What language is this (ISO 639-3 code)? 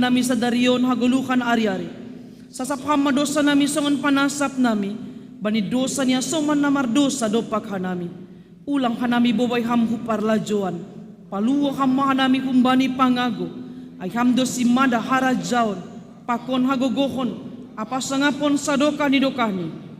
bts